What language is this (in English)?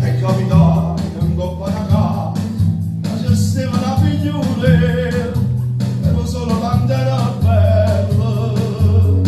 Neapolitan